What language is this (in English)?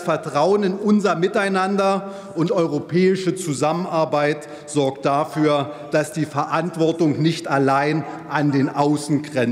German